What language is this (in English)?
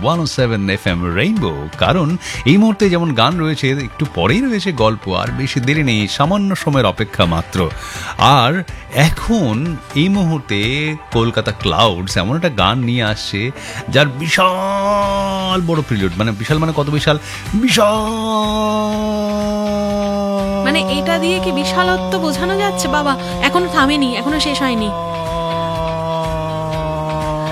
Bangla